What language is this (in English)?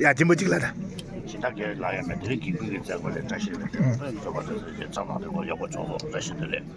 Tibetan